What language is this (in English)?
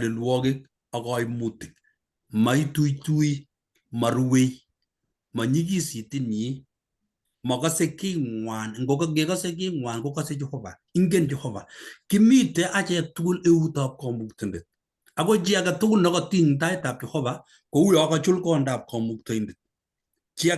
Kalenjin